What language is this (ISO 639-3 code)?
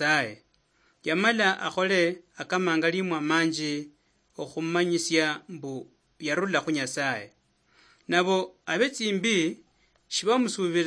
luy